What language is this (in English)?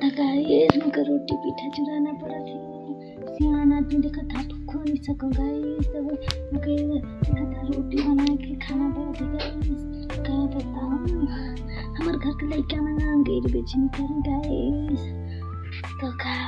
Chhattisgarhi